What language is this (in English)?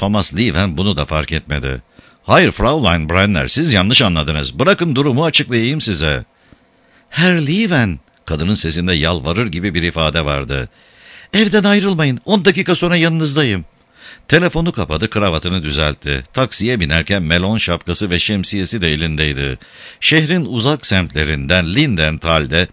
Turkish